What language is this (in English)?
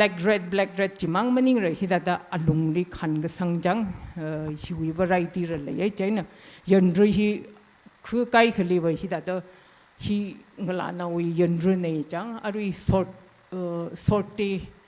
Tangkhul Naga (India)